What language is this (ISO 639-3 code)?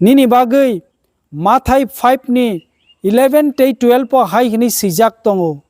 trp